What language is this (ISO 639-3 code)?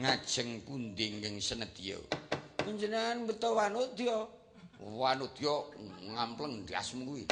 jav